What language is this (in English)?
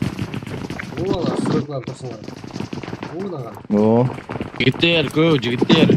Kara-Kalpak